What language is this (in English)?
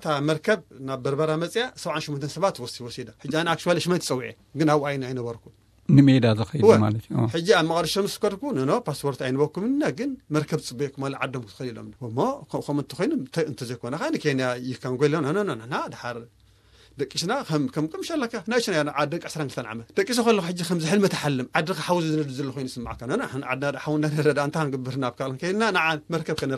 Tigrinya